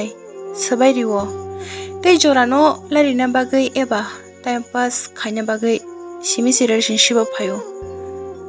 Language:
Kok Borok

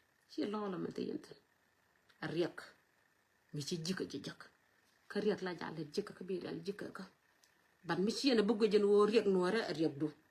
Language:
Nuer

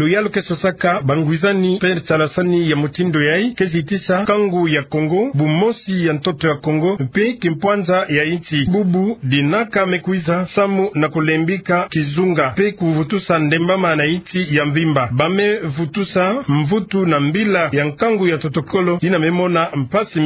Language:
Kituba (Democratic Republic of Congo)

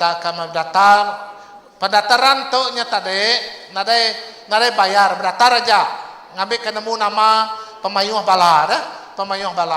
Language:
Iban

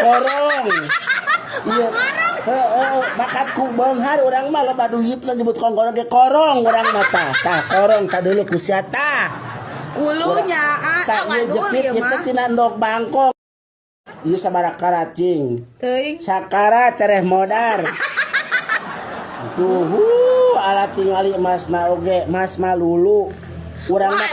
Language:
Sundanese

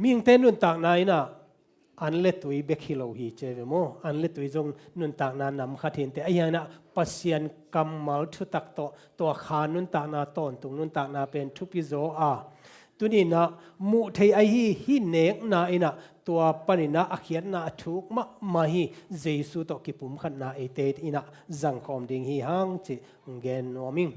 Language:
Tedim Chin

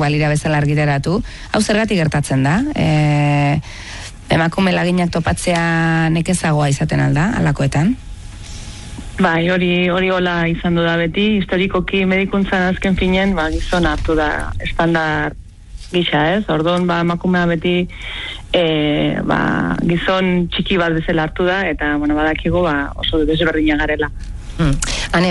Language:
Basque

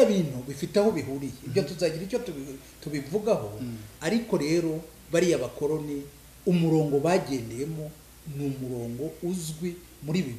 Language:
Kinyarwanda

